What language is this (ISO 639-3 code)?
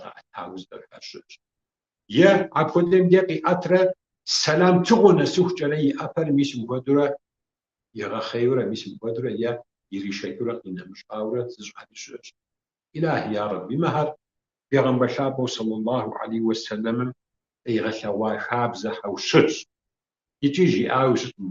kbd